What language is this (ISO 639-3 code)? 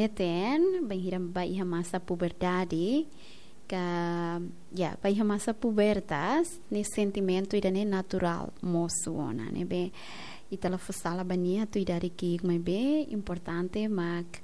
tet